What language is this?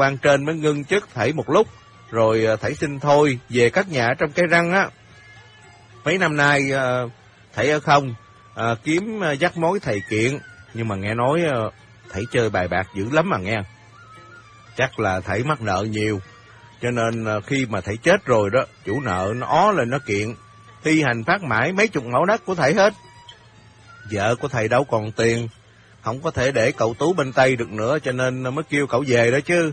Vietnamese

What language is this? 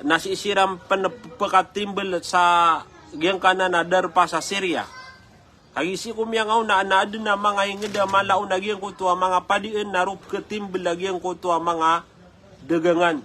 Maranao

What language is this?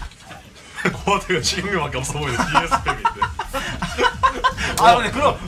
Korean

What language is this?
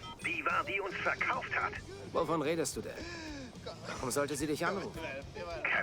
Bavarian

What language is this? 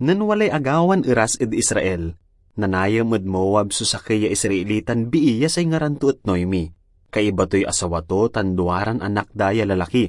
Pangasinan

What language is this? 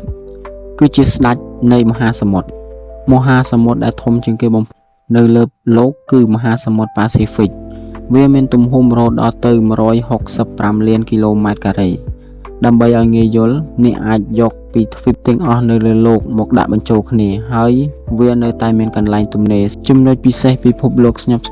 Khmer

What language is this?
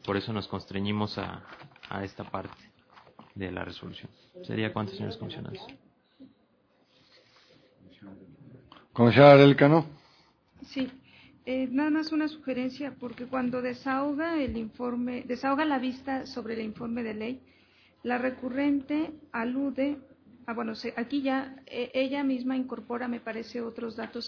Spanish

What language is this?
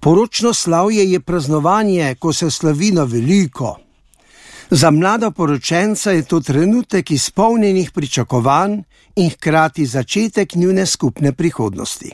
Slovenian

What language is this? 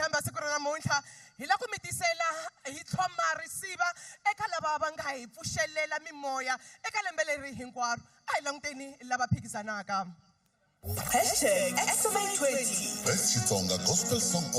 Tsonga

